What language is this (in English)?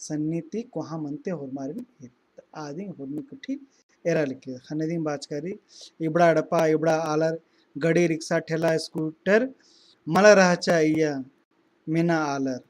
Kurukh